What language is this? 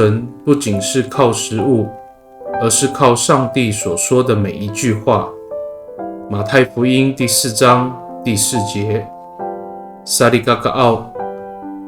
Amis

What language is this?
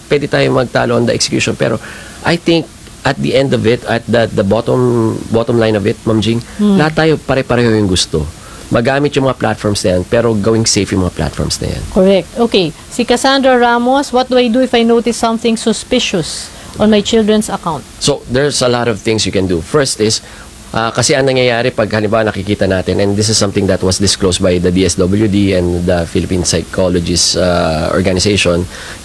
Filipino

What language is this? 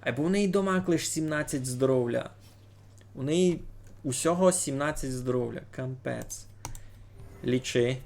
Rusyn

